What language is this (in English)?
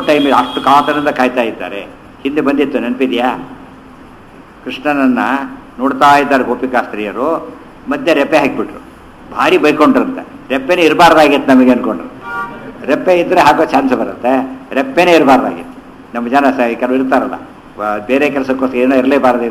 Kannada